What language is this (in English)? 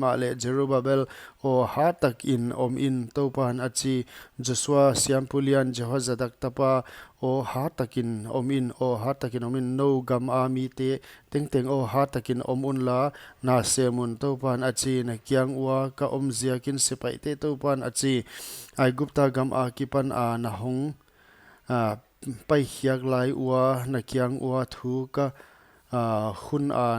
Paite Chin